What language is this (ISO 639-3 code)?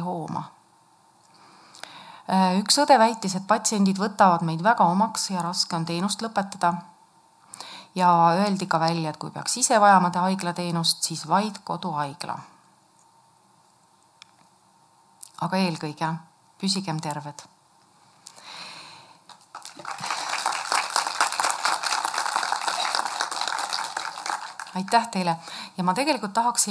est